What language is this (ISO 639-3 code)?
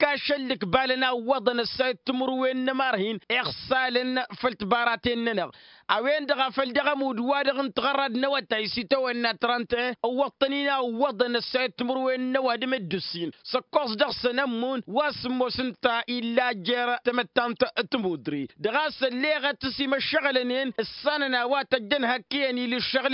taq